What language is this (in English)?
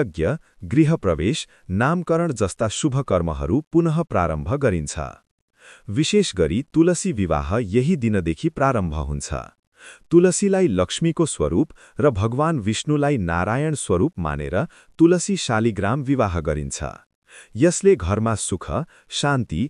Nepali